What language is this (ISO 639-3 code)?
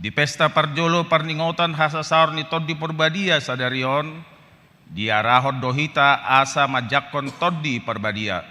bbc